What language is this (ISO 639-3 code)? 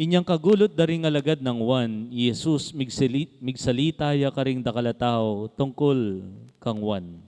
pam